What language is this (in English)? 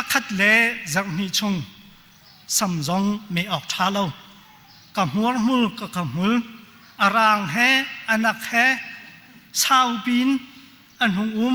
Hakha Chin